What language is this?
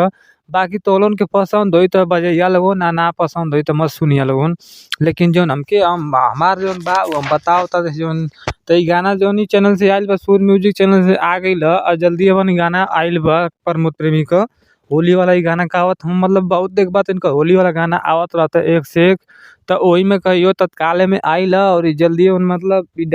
Bhojpuri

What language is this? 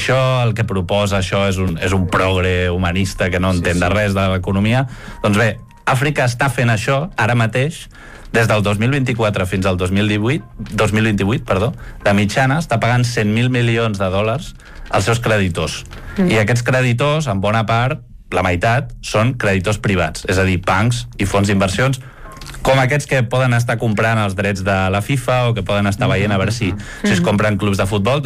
Catalan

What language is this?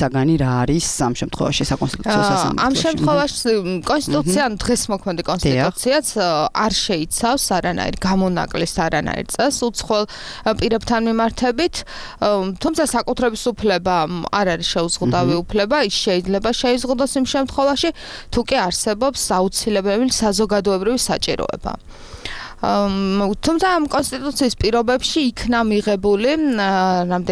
Georgian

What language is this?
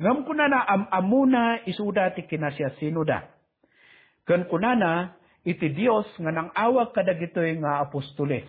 Iloko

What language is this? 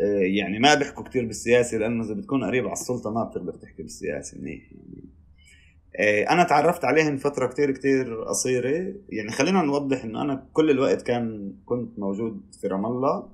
North Levantine Arabic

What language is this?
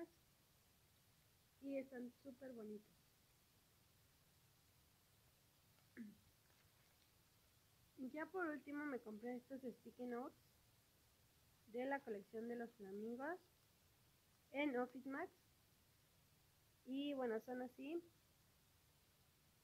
Spanish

